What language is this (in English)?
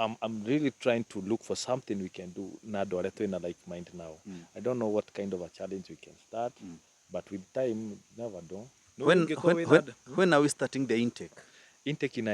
Kikuyu